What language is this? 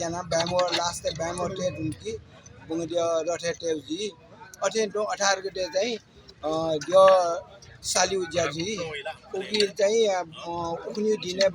Newari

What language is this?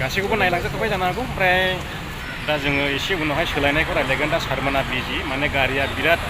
Bodo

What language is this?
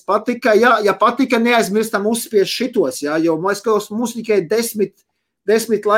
Latvian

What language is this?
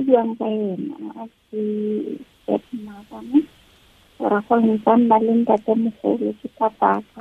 Tswana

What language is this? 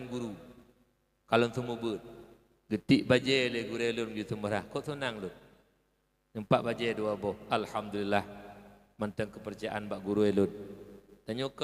Achinese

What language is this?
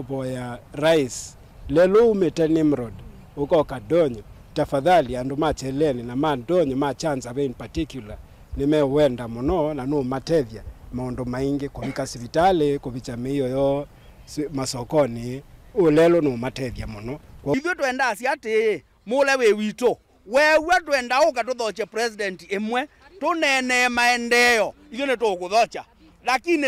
Kamba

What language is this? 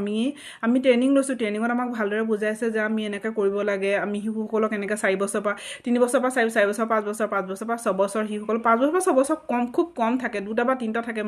Assamese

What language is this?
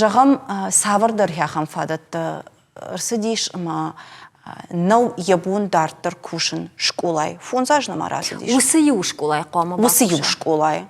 Ossetic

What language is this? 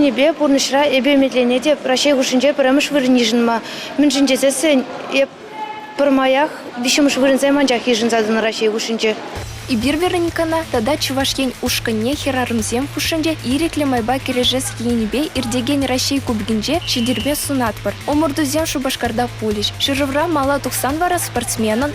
Chuvash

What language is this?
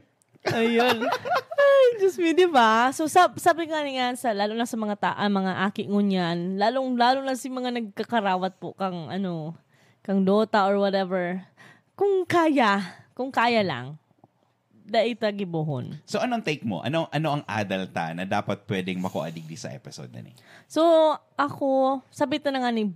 Bikol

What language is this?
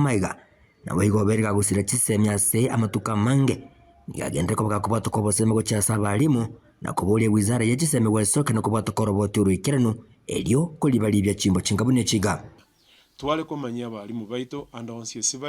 Gusii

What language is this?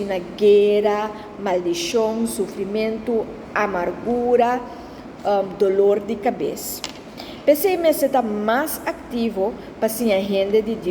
Papiamento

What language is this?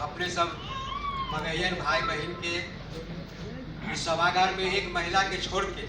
Magahi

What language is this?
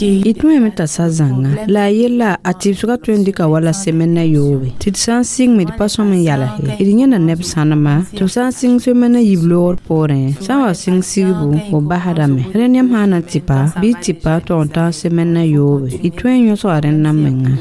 Mossi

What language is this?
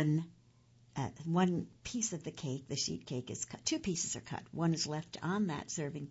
English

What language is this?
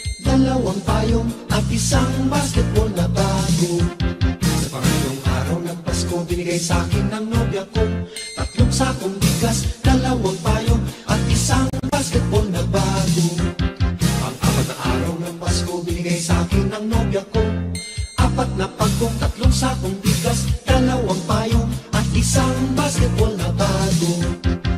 Filipino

